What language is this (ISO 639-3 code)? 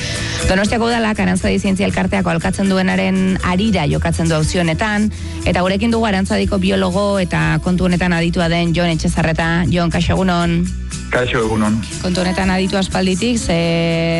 eus